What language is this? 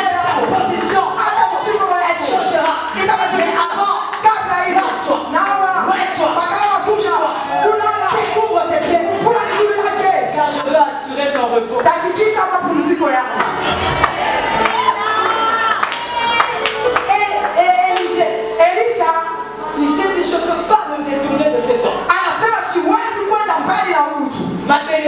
Swahili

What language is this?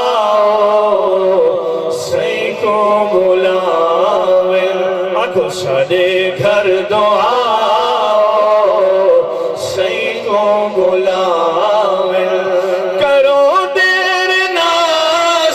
Saraiki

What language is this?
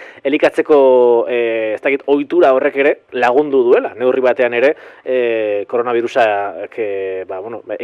Basque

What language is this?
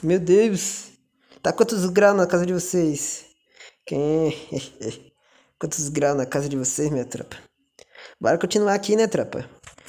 Portuguese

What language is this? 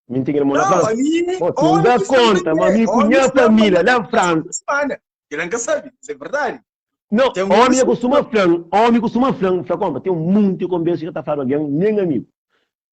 Kabuverdianu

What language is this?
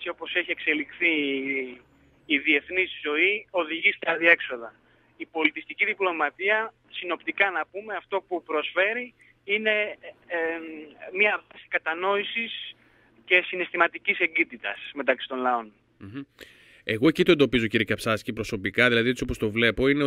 Greek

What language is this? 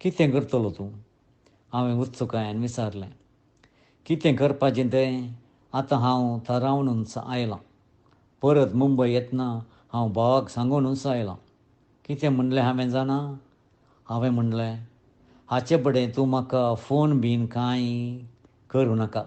Konkani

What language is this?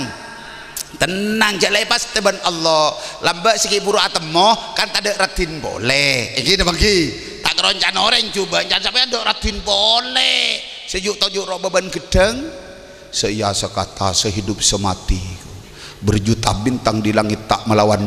Madurese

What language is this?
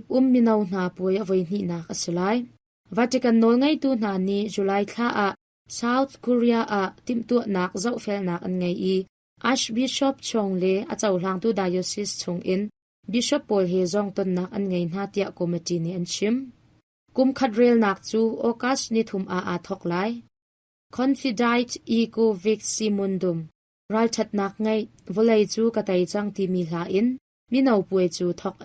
Hakha Chin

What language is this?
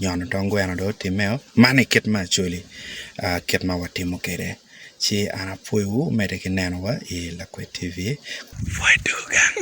Acoli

